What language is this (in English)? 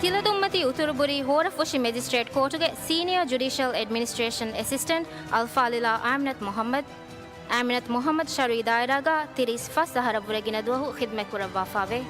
Divehi